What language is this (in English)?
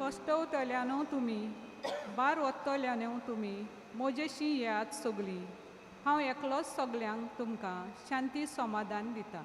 Konkani